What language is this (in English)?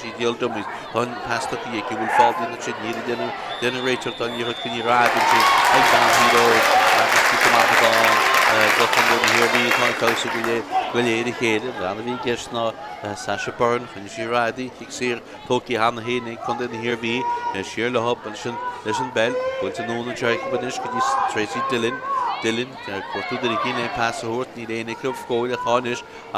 Irish